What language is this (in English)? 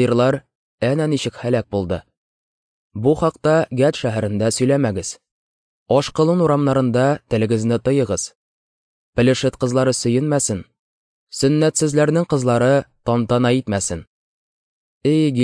Tatar